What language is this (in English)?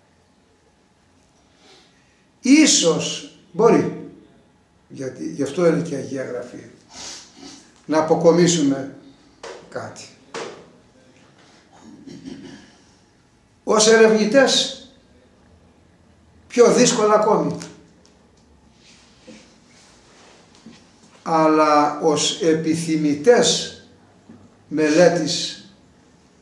Greek